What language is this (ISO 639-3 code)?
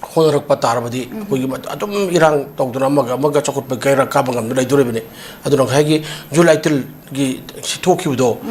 mni